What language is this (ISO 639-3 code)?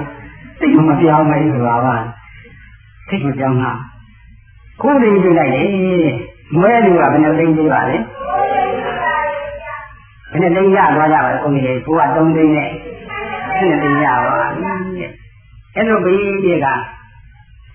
mya